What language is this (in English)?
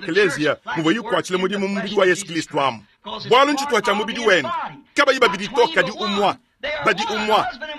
Luba-Lulua